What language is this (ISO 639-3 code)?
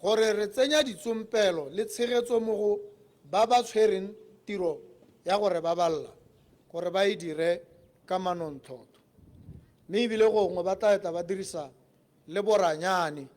tsn